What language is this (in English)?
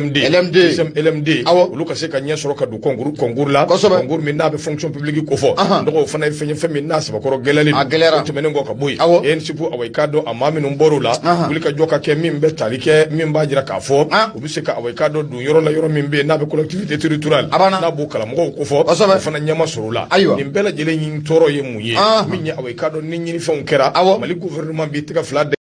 Bambara